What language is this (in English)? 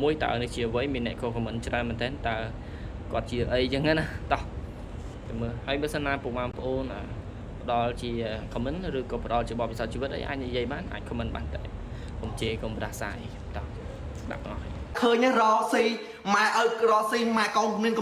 Khmer